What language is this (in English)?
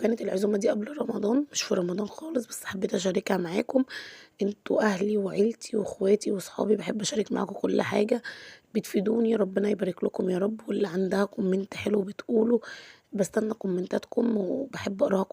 Egyptian Arabic